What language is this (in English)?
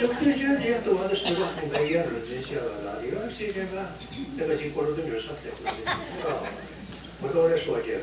Mohawk